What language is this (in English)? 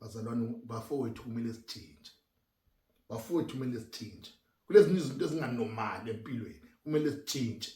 North Ndebele